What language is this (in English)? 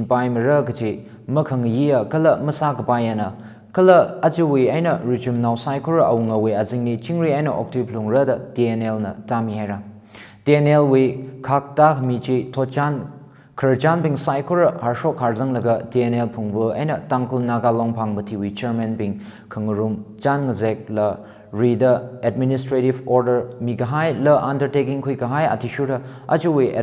Tangkhul Naga (India)